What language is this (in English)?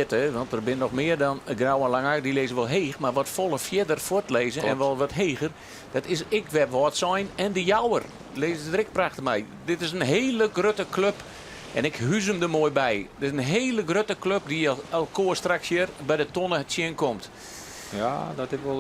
Western Frisian